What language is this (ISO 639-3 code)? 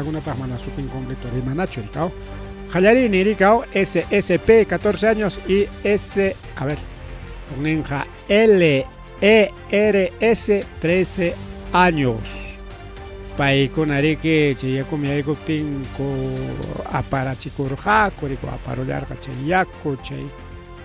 quy